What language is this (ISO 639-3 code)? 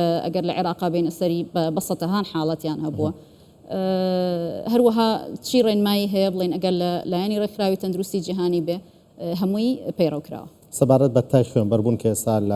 ckb